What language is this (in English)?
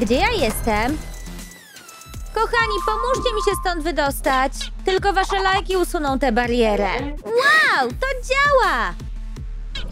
Polish